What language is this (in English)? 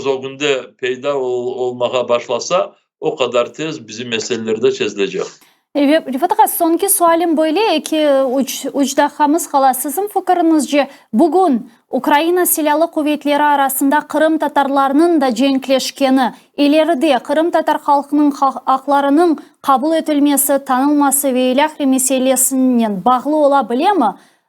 Crimean Tatar